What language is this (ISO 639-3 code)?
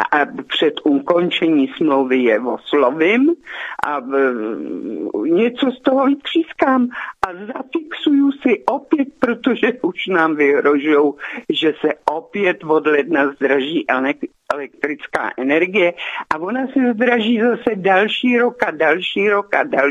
ces